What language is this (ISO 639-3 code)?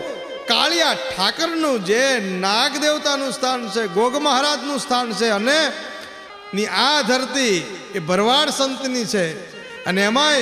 guj